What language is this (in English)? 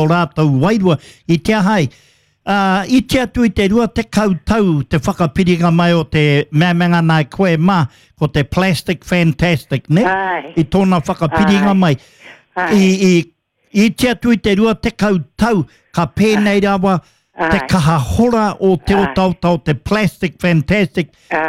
Māori